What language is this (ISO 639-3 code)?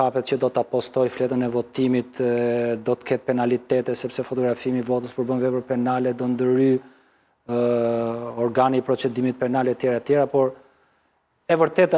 sqi